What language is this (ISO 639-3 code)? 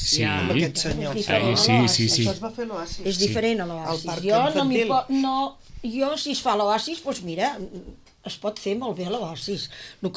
cat